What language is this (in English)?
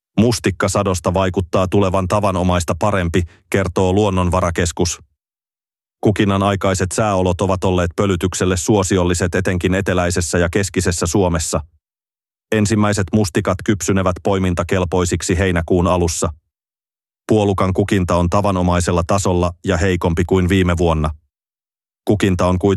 Finnish